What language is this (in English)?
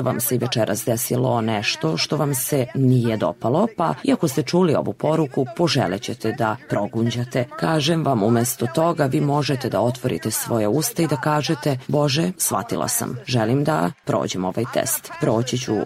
Serbian